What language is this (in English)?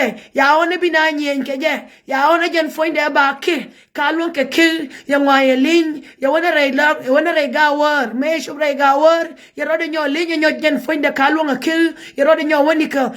Nuer